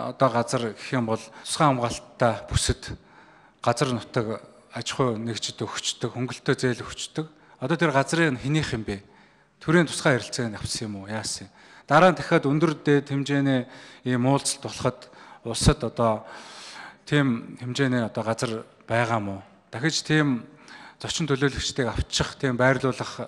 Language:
Mongolian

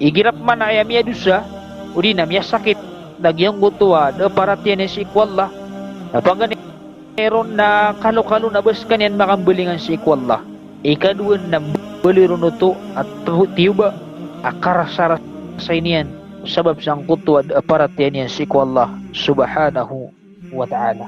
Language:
Maranao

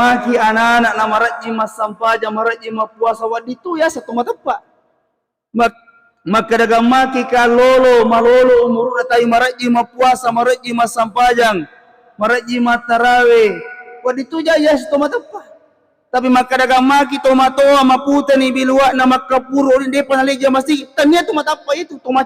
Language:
Buginese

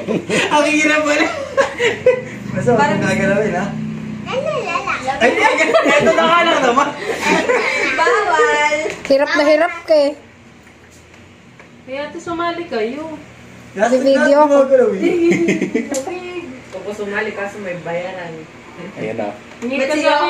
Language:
Filipino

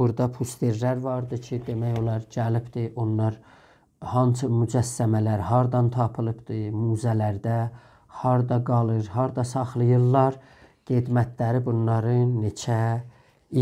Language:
South Azerbaijani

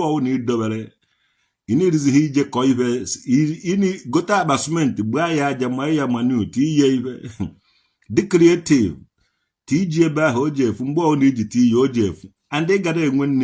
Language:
Igbo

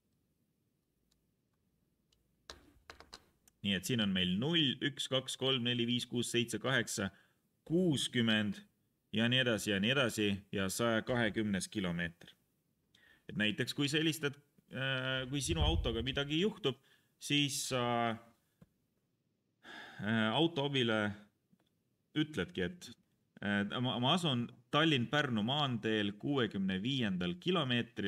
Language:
Estonian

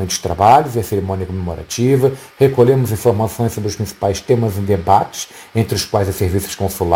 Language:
Portuguese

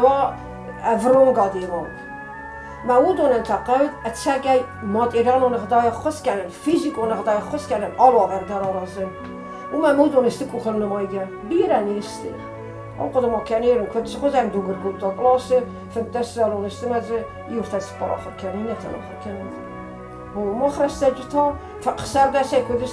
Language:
Ossetic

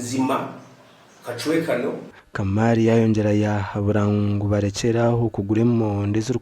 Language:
Nyankole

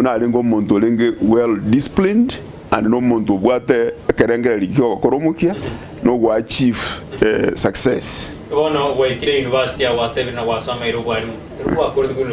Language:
Gusii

